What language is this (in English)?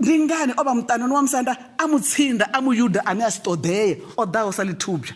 Venda